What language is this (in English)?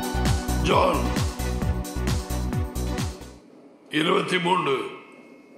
Tamil